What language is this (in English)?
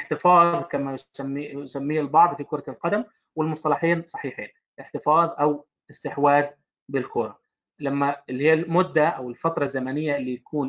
Arabic